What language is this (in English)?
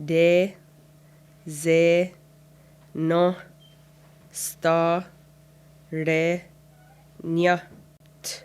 Mohawk